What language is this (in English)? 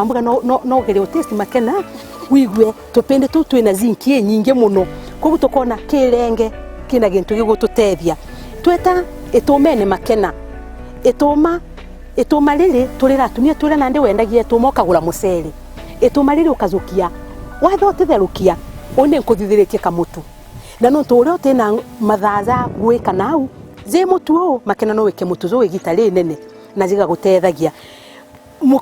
Meru